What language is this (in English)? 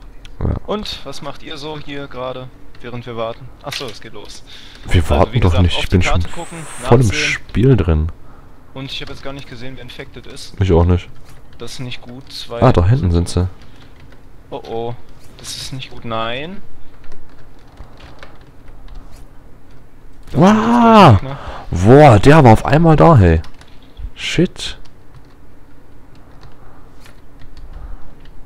German